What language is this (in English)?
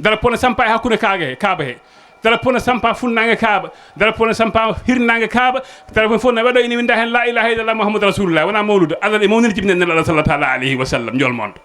Fula